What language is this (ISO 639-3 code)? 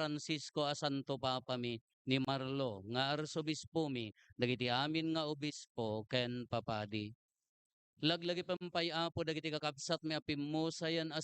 ilo